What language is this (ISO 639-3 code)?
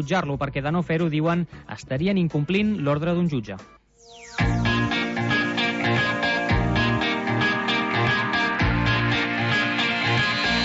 cat